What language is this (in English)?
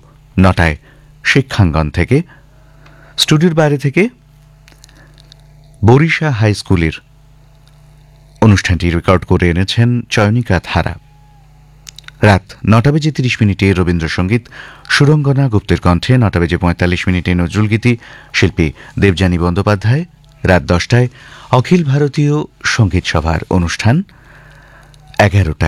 Bangla